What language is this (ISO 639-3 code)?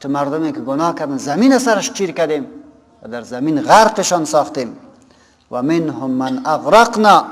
fas